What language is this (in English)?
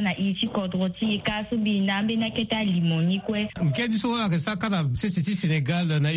Sango